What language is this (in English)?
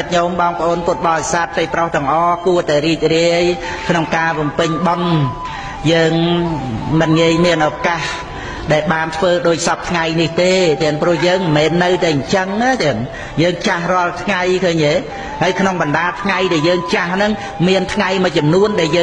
Khmer